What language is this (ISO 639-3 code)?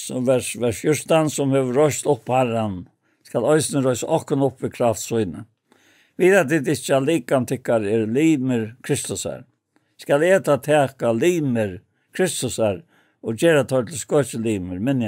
fao